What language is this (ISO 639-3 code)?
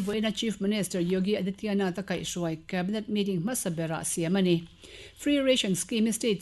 lus